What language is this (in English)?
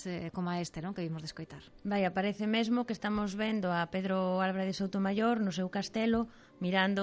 Galician